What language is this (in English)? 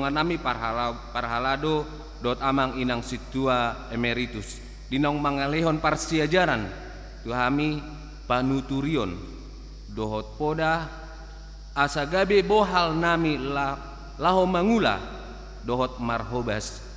Batak Toba